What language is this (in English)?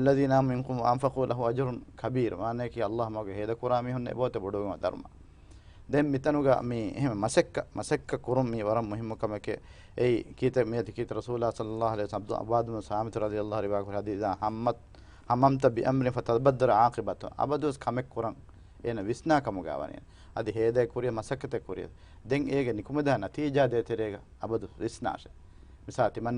Divehi